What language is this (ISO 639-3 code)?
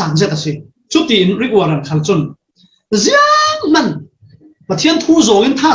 cfm